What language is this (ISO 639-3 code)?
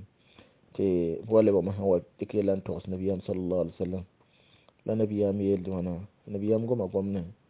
mos